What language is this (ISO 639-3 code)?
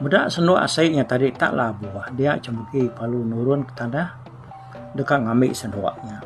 iba